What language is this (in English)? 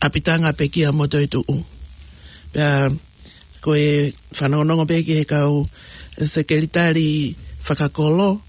Tongan